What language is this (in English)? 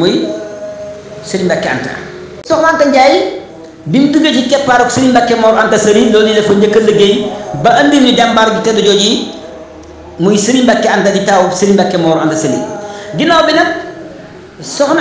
Wolof